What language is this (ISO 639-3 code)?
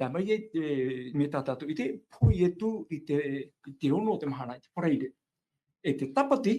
tah